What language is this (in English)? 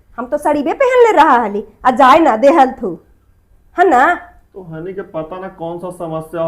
Magahi